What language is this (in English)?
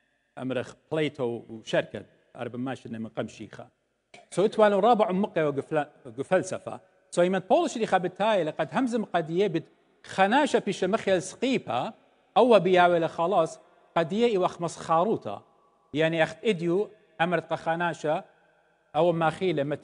Assyrian Neo-Aramaic